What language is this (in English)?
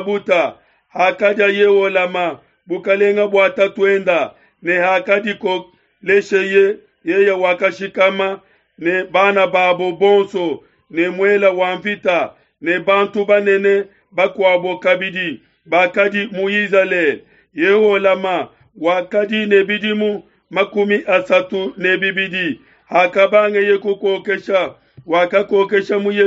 Luba-Lulua